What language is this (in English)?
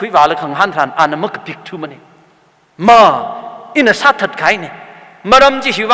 Tangkhul Naga (India)